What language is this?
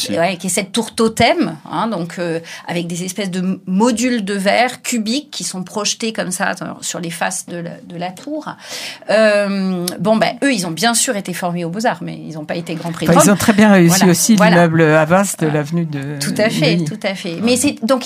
French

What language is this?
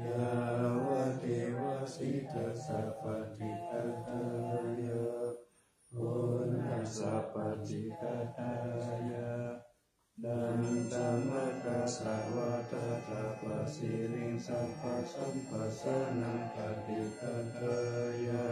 Pali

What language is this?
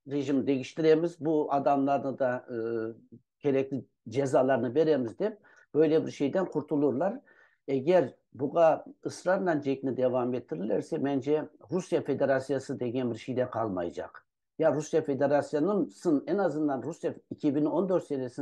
Crimean Tatar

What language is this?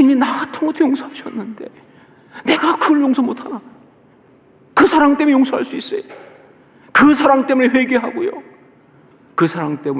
Korean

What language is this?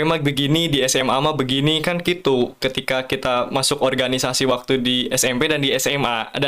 Indonesian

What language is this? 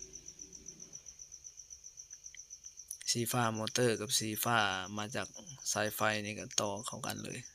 Lao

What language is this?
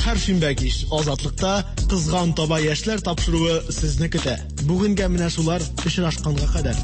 Tatar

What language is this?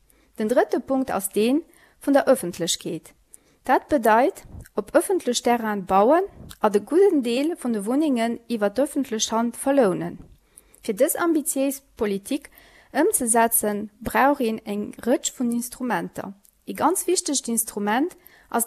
Luxembourgish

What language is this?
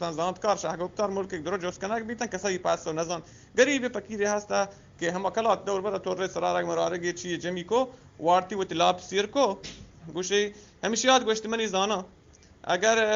Eastern Balochi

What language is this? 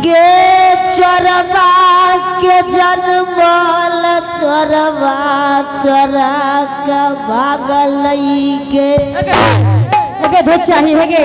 Angika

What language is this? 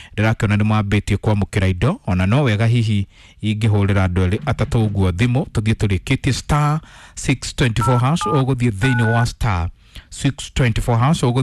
Kikuyu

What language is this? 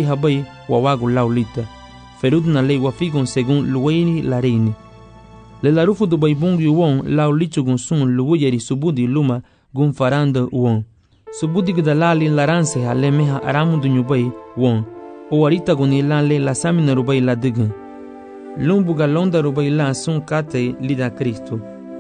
Garifuna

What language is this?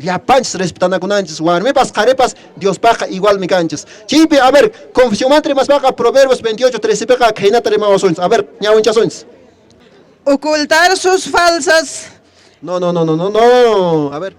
Quechua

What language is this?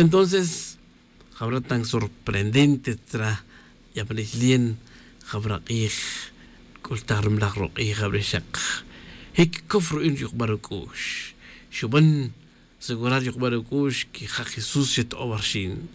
Tz'utujil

